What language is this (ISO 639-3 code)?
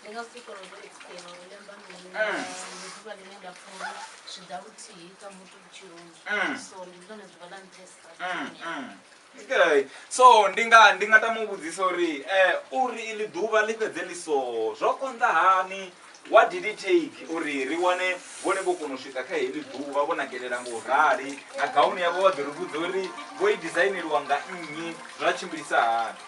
ven